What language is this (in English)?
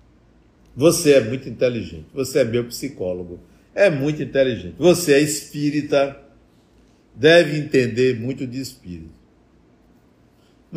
Portuguese